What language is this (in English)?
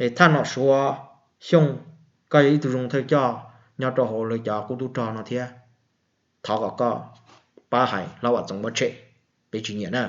Hmong